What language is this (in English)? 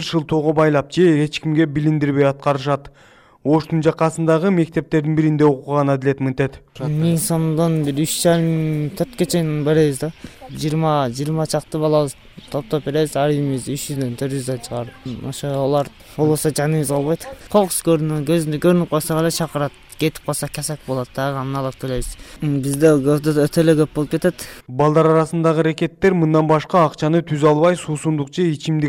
Kyrgyz